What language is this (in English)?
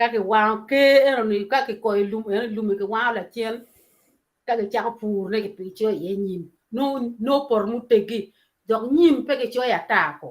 Acoli